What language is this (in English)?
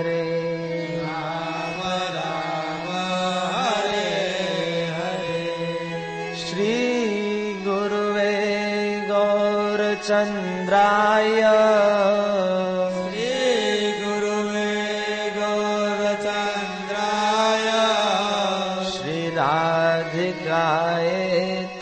Gujarati